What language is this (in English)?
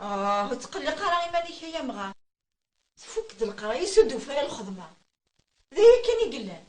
Kabyle